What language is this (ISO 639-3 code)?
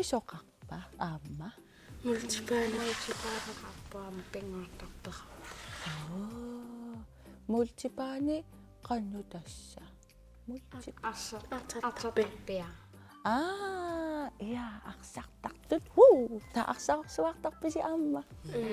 kal